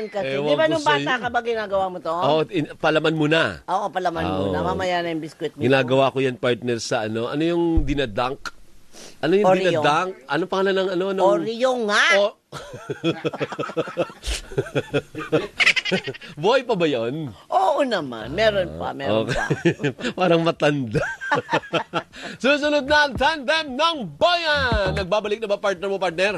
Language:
Filipino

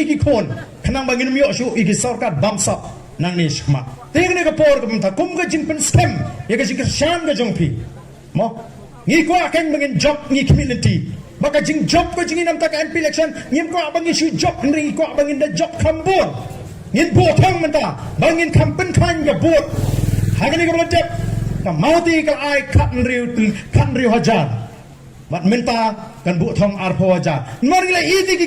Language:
Khasi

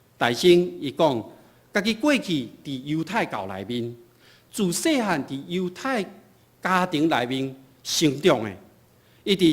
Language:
Min Nan Chinese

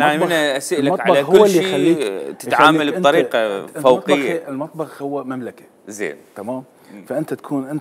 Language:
Mesopotamian Arabic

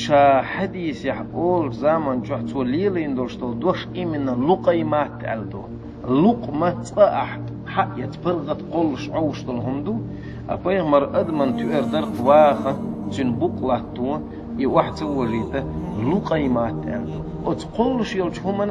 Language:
Chechen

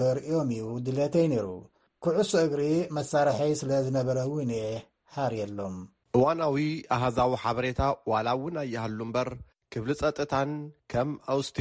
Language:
Tigrinya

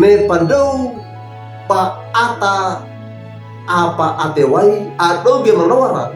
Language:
Wejewa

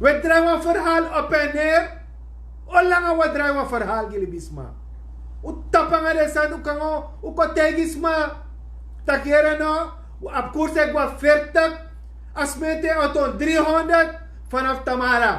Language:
Sranan Tongo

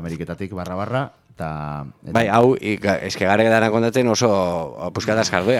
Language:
Basque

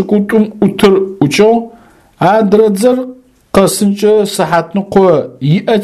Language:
Adyghe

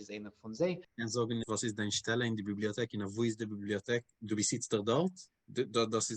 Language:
Yiddish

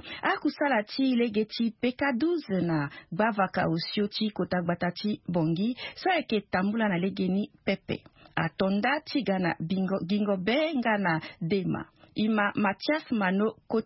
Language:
Sango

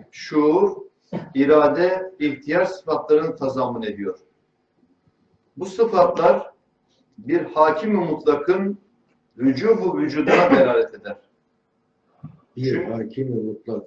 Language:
Turkish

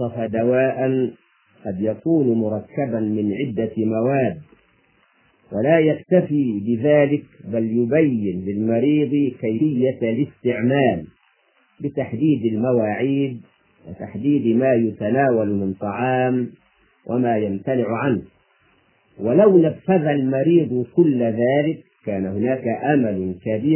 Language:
Arabic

